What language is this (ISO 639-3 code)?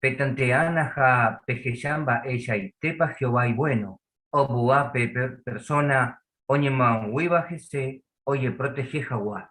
grn